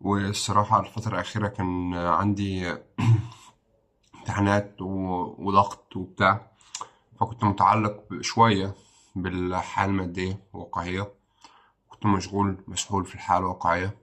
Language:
Egyptian Arabic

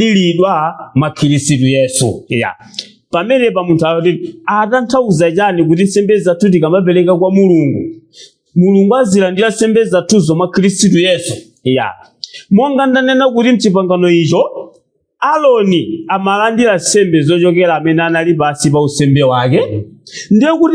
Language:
Nyanja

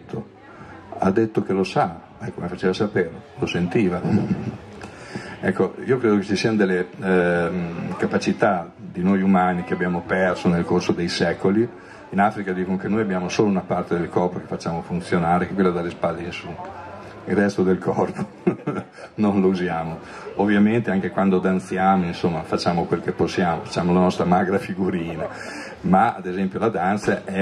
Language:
Italian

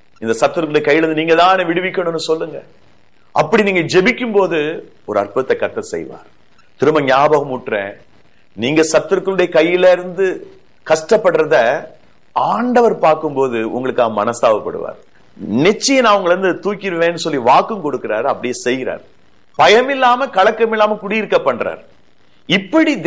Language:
Tamil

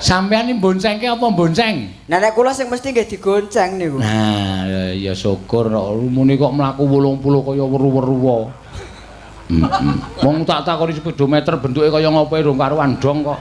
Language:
Javanese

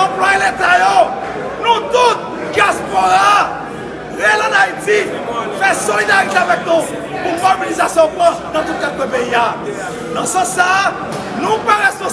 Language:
Haitian Creole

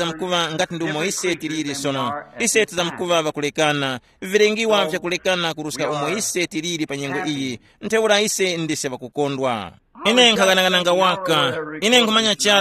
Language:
Tumbuka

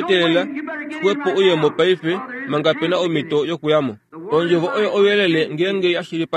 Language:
Kuanyama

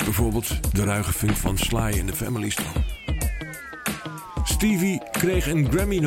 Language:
Dutch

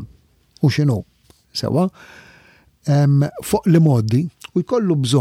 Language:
Maltese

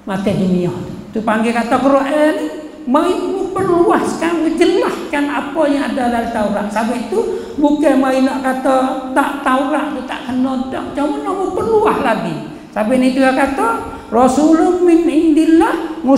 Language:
Malay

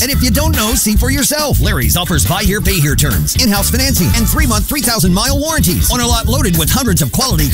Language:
English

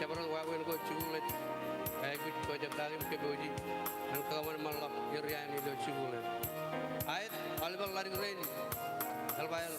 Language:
Marshallese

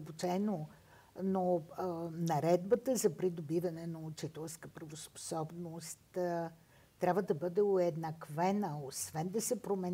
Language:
Bulgarian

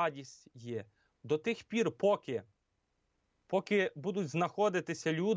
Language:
Ukrainian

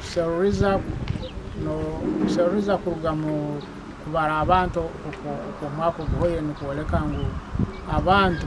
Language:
Nyankole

